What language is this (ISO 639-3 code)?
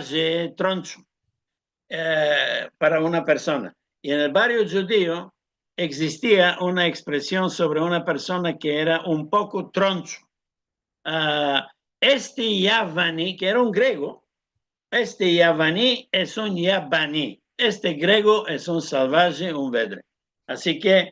lad